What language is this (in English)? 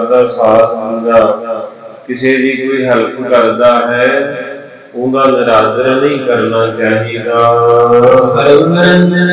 Punjabi